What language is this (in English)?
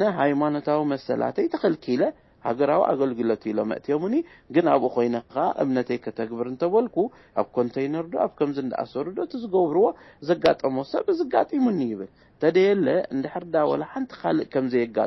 Tigrinya